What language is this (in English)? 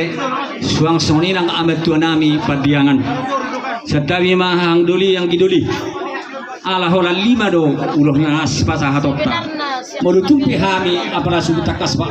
Batak Toba